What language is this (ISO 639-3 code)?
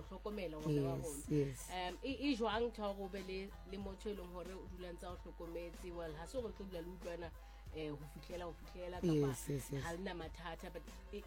sot